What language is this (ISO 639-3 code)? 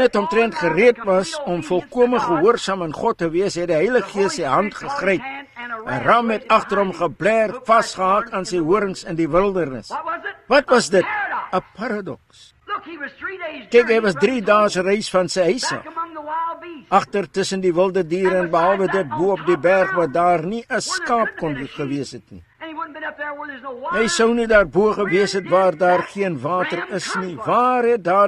afr